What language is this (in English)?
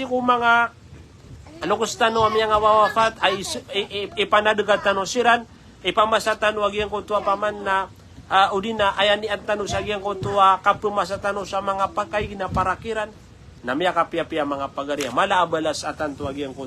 Maranao